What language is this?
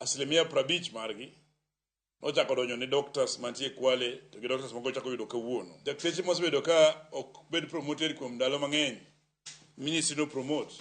Luo (Kenya and Tanzania)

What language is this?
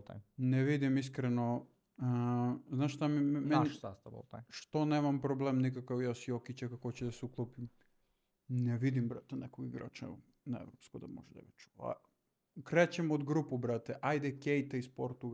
Serbian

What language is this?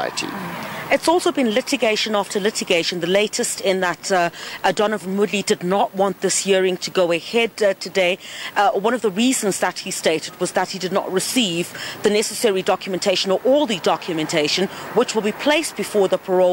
English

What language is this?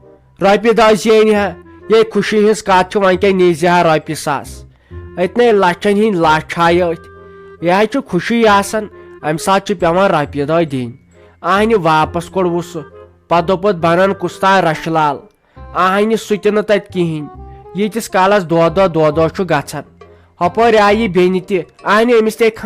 Kashmiri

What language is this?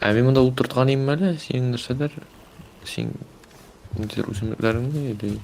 Tatar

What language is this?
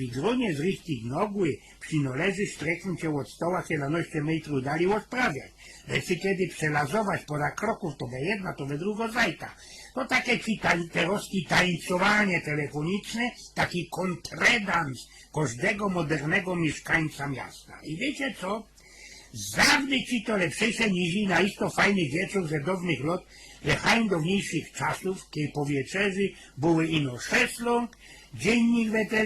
Silesian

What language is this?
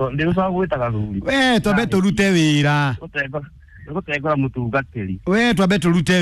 Kikuyu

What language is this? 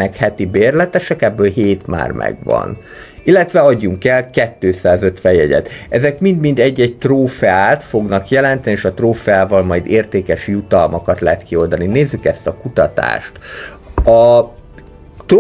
Hungarian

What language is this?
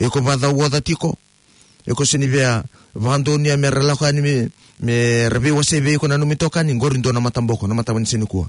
Fijian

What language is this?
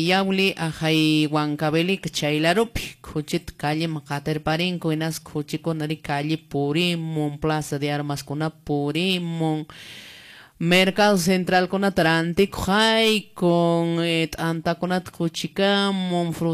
Quechua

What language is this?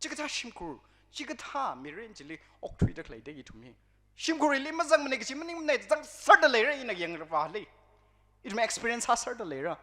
Tangkhul Naga (India)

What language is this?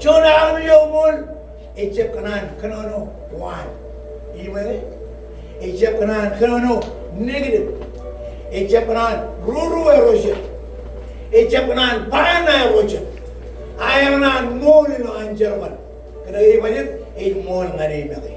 Marshallese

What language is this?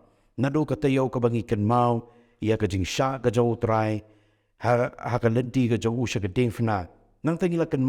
Khasi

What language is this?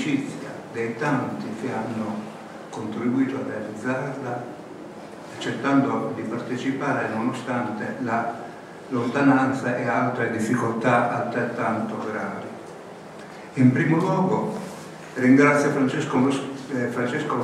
Italian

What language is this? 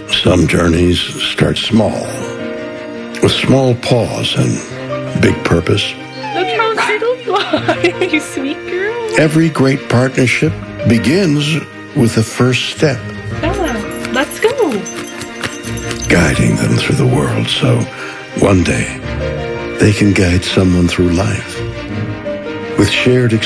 English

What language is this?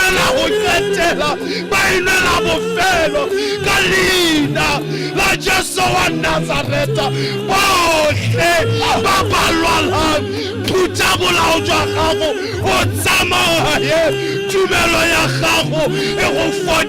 Tswana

